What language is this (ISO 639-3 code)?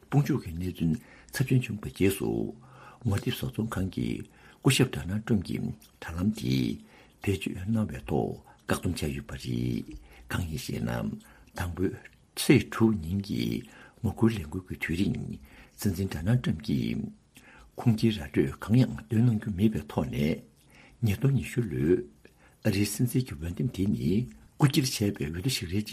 bod